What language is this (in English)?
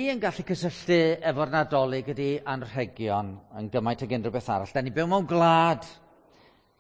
Welsh